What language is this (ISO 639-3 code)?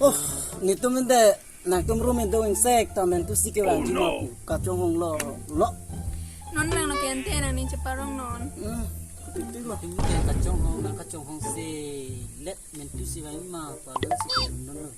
mjw